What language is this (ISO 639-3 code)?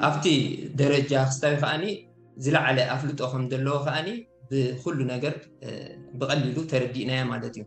tir